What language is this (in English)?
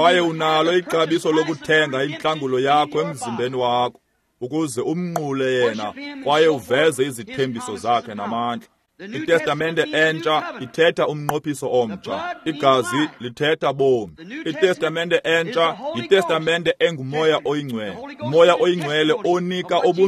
Xhosa